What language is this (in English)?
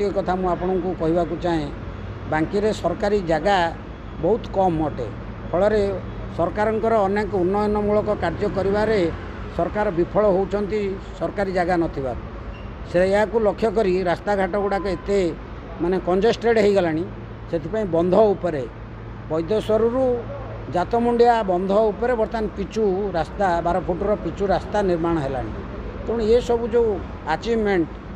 Odia